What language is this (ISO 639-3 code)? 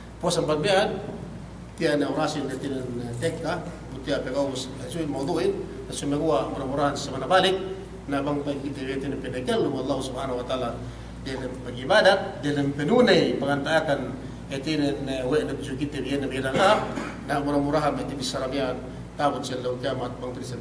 yka